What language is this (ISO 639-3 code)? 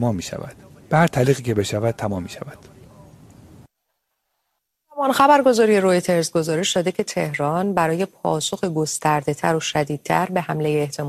fas